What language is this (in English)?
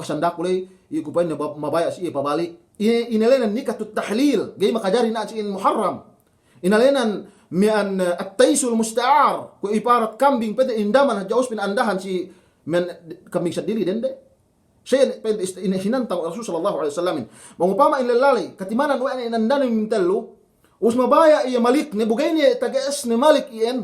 Yakan